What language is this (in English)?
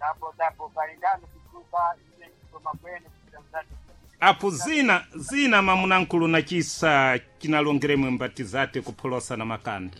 Sena